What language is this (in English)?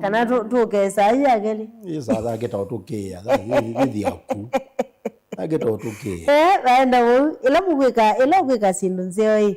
Kamba